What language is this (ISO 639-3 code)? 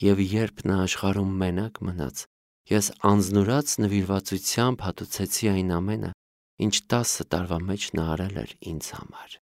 hye